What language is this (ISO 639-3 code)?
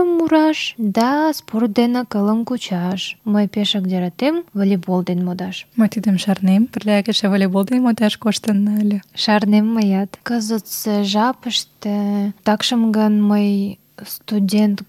chm